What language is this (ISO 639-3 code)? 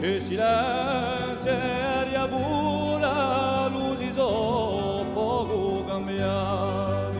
cos